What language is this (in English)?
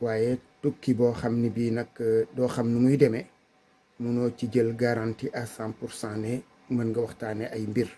Wolof